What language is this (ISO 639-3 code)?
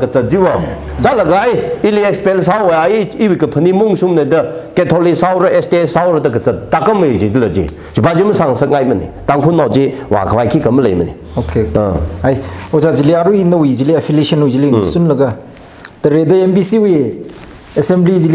nmf